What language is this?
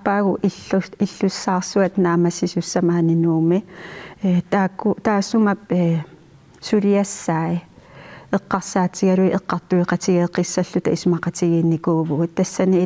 Kalaallisut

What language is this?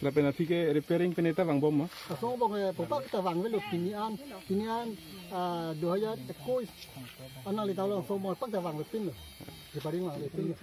Karbi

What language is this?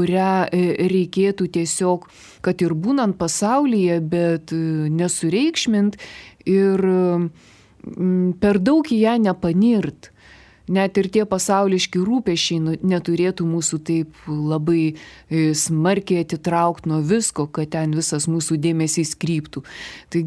Lithuanian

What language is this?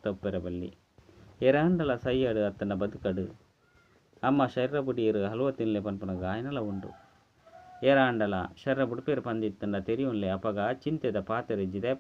Tulu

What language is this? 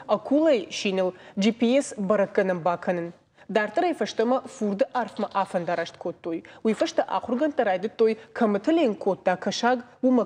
Ossetic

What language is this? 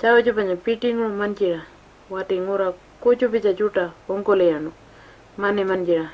Pitjantjatjara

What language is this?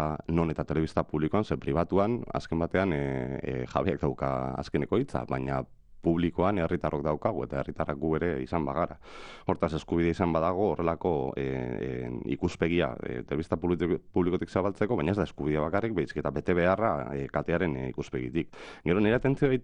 Basque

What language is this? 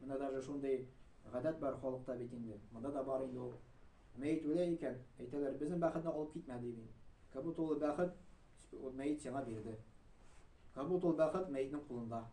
Tatar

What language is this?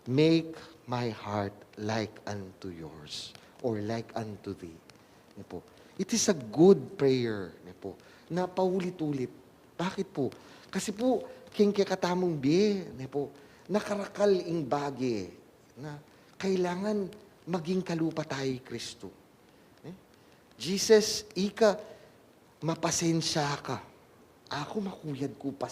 Pampanga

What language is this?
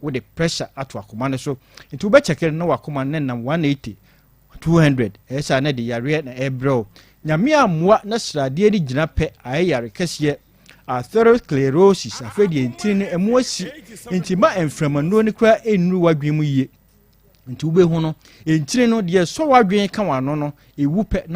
Akan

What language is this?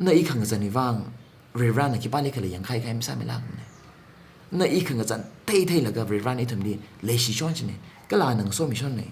Tangkhul Naga (India)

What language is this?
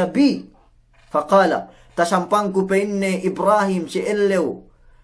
Yakan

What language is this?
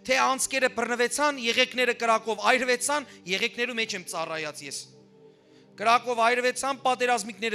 Western Armenian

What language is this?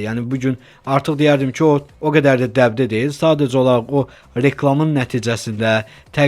Azerbaijani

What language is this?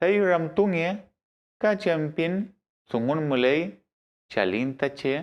Mapuche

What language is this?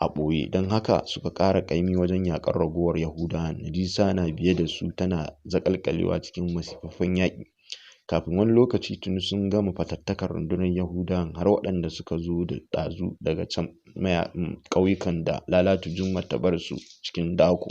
Hausa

